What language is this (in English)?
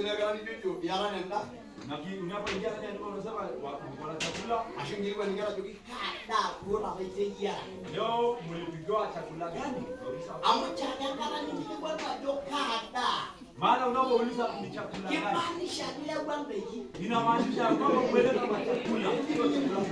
Masai